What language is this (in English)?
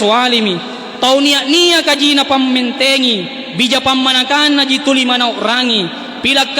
Makasar